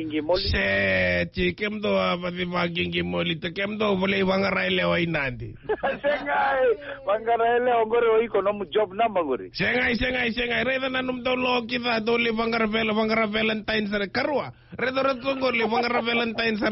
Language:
Fijian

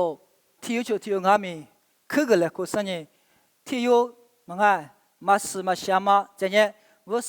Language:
Lisu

